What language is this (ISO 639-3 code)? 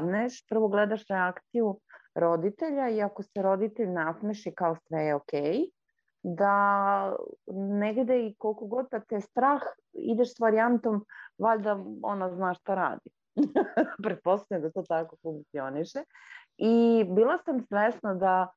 srp